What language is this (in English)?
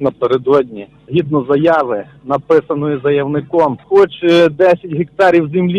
Ukrainian